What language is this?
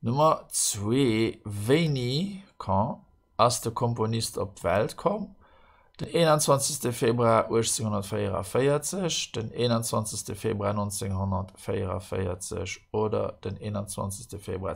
Luxembourgish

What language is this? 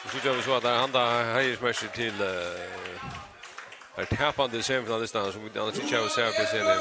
Faroese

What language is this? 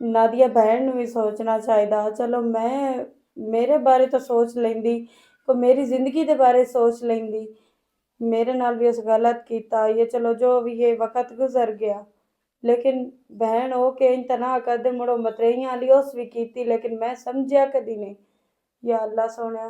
Western Panjabi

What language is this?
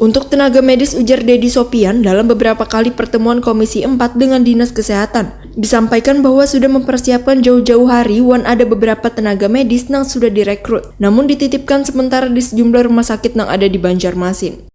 Banjar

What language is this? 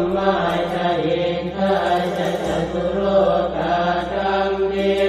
Pali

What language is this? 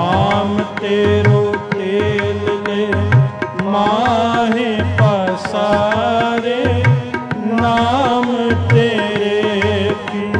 Punjabi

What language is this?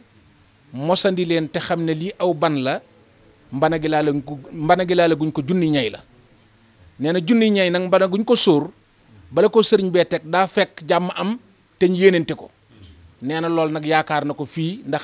Wolof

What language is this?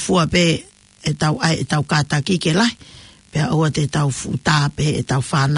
Tongan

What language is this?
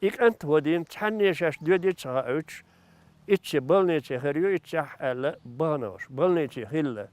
Chechen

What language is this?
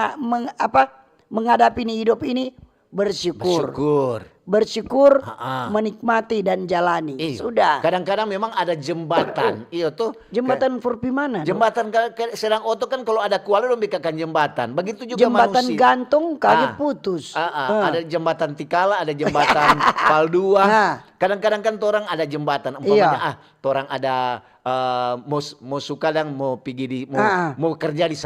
Manado Malay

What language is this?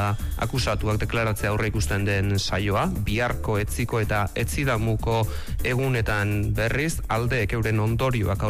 Basque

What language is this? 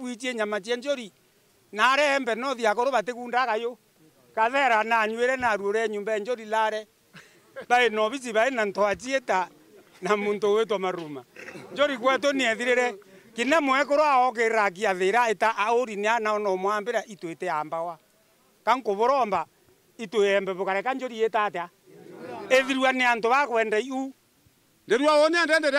Meru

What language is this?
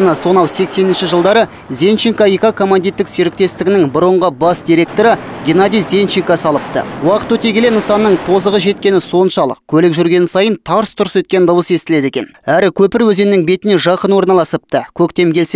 Kazakh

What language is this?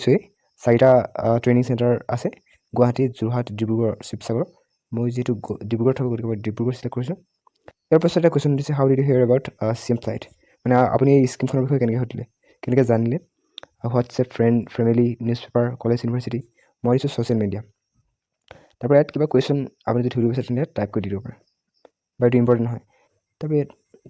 Assamese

